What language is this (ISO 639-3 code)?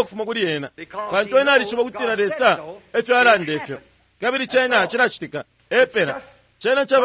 bem